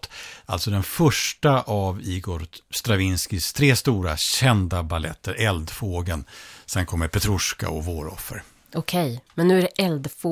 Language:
Swedish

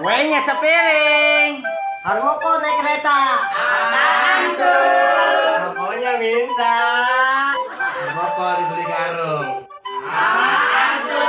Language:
Betawi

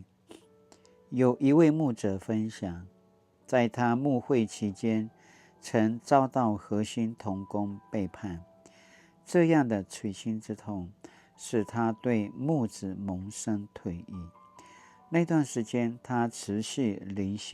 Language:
Paiwan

